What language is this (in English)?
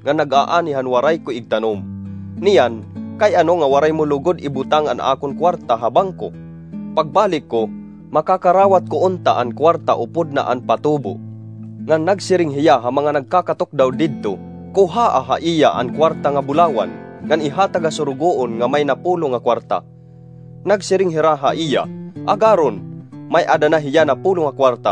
Waray